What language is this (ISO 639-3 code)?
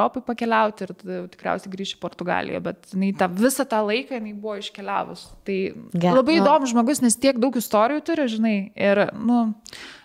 lit